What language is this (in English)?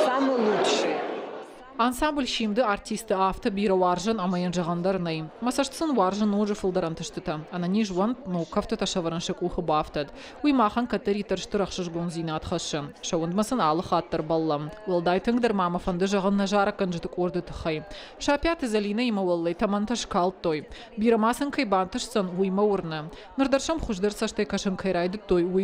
Ossetic